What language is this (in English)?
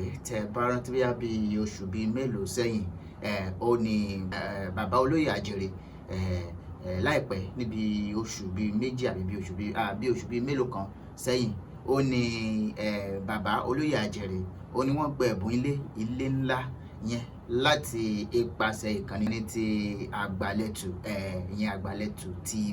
Yoruba